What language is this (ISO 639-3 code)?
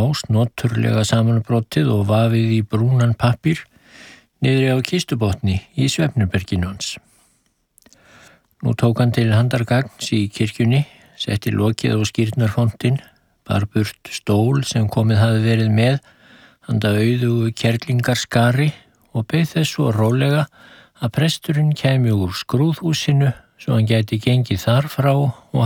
isl